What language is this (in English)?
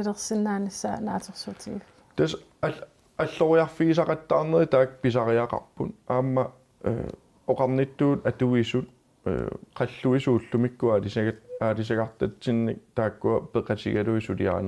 Kalaallisut